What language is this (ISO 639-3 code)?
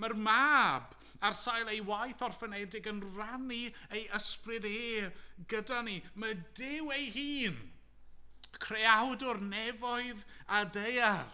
cym